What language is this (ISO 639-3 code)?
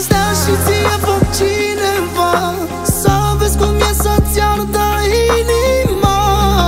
ron